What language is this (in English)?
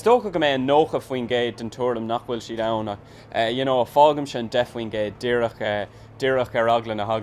Irish